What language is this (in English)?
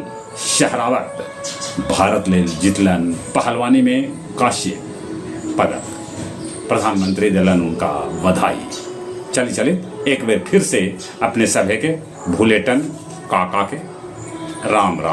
Magahi